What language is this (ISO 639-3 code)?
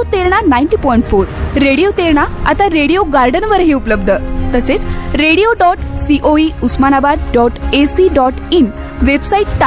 mar